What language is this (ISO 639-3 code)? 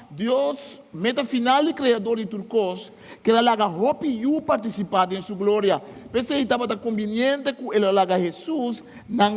pap